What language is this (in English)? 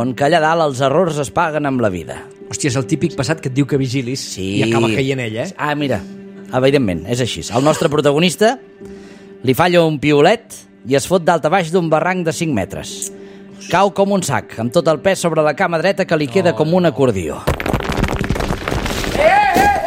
Catalan